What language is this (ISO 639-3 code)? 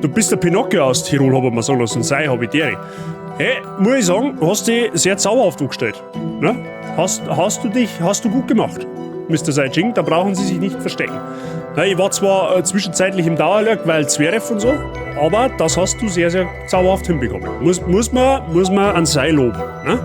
bar